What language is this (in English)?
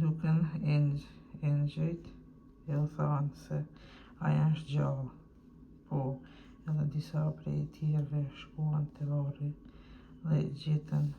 Albanian